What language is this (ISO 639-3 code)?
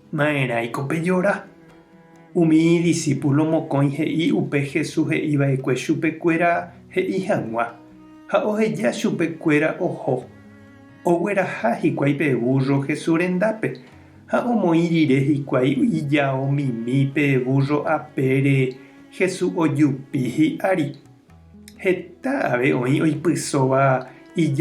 grn